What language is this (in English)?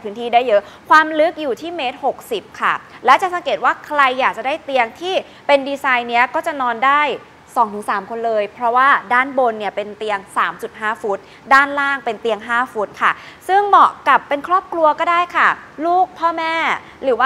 Thai